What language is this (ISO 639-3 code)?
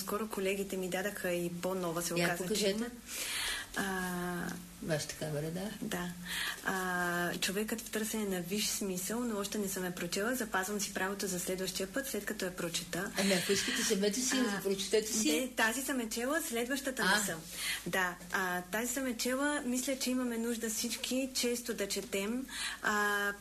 bul